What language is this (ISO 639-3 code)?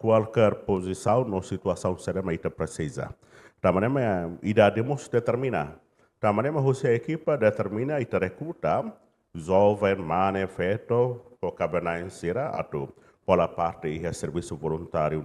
tet